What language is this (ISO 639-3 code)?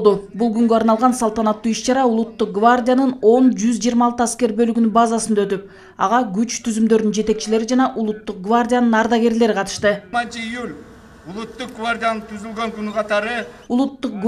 kir